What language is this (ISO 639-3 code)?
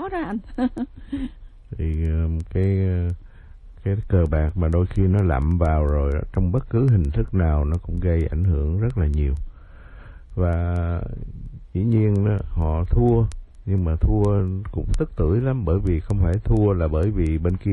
vie